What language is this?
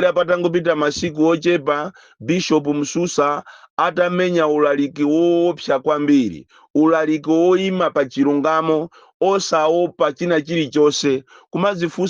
Nyanja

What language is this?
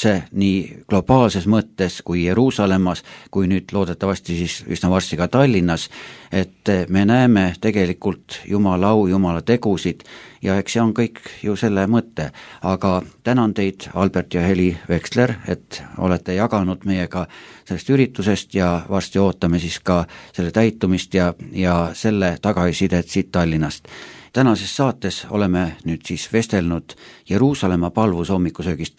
Estonian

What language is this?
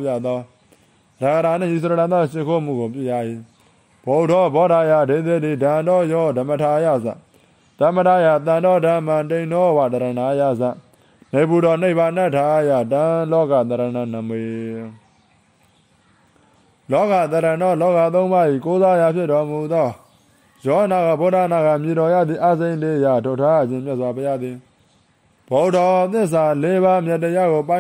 Burmese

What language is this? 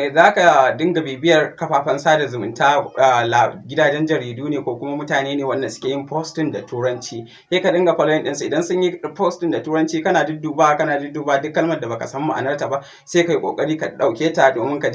Hausa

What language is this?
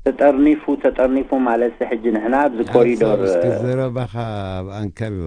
Tigrinya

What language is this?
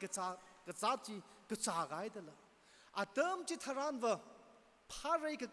Tangkhul Naga (India)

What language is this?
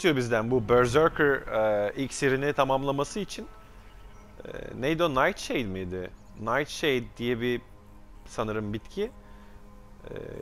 Turkish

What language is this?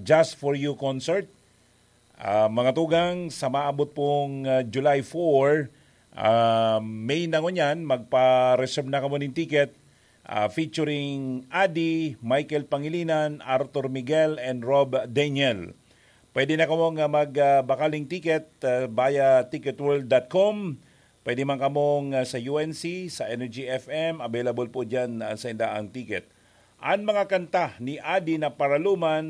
Bikol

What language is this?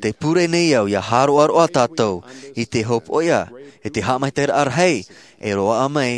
Tahitian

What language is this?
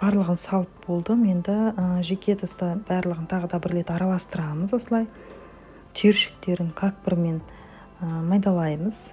Kazakh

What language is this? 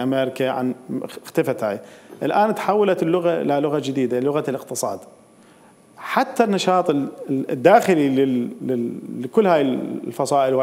Mesopotamian Arabic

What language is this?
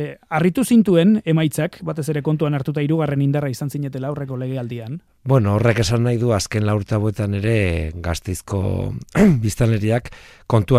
Basque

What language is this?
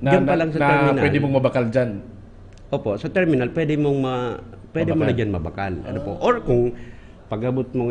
Bikol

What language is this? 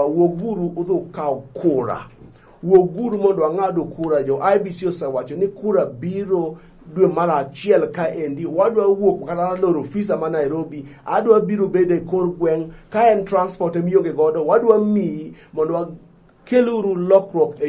Luo (Kenya and Tanzania)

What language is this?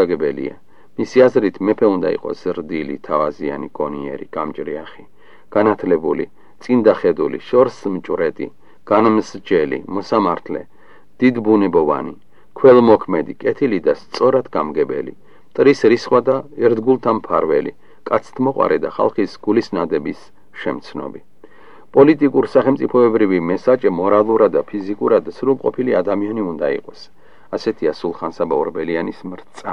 Georgian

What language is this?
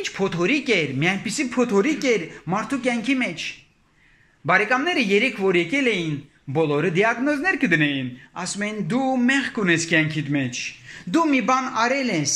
Armenian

